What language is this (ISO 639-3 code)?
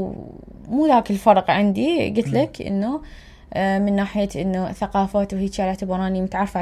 acm